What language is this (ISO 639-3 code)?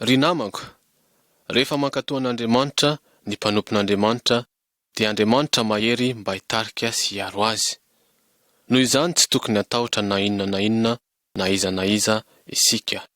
mlg